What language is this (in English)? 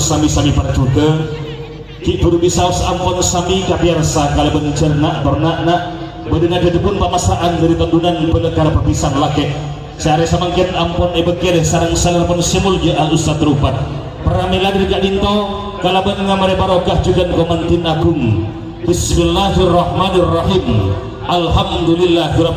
Madurese